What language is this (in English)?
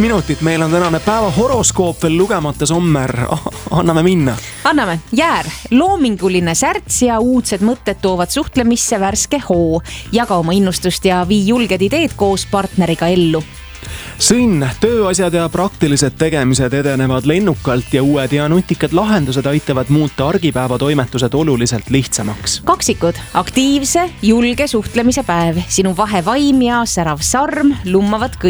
Estonian